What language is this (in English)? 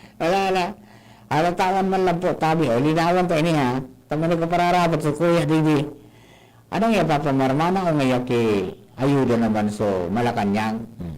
Bikol